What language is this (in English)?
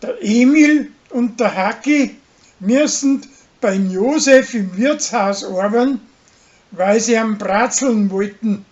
Bavarian